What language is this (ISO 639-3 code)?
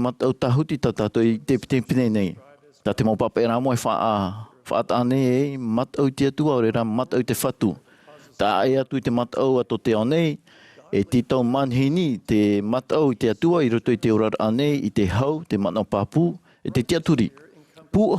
tah